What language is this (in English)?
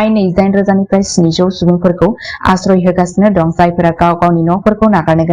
Bodo